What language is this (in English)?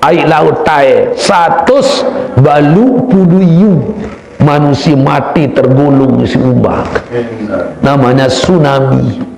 Sasak